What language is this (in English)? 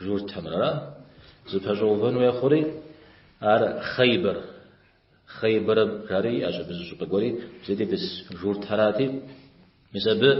Kabardian